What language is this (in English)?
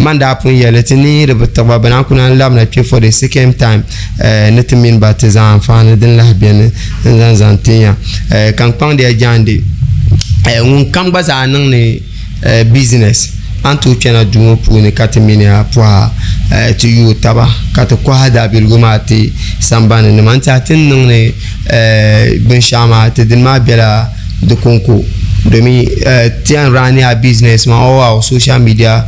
Dagbani